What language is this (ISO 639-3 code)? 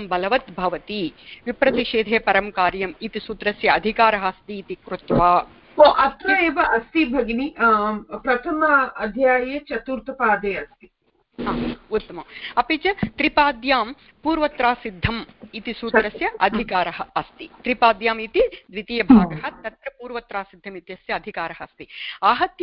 san